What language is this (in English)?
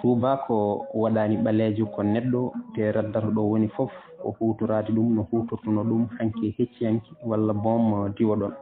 Fula